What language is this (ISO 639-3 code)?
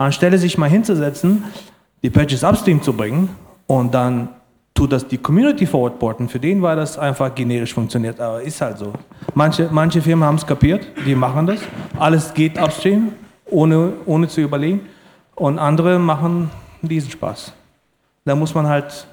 deu